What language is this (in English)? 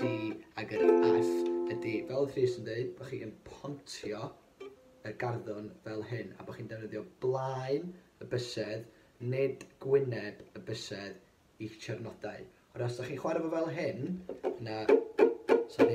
Welsh